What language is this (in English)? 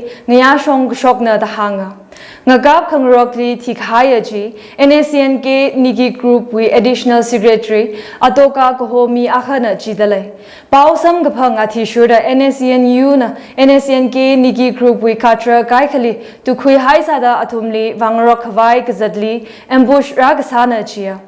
Tangkhul Naga (India)